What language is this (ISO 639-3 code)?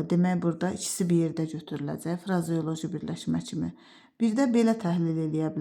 aze